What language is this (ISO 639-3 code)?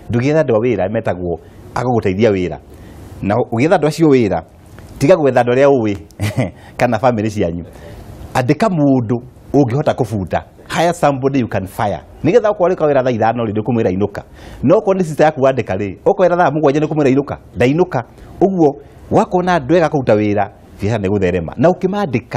kik